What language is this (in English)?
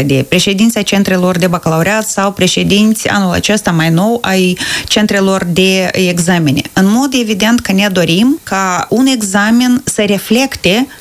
Romanian